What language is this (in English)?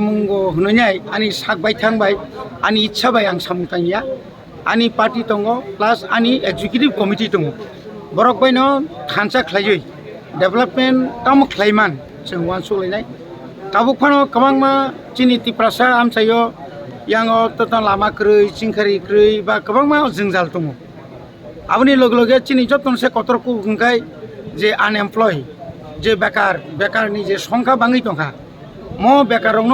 Kok Borok